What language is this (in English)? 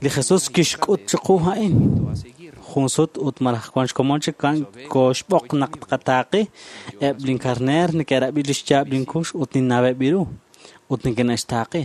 Kekchí